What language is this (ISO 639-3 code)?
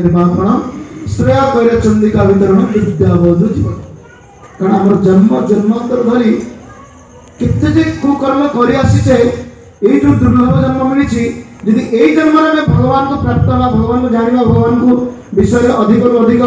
ori